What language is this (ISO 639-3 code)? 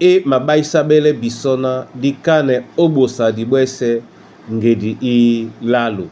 dua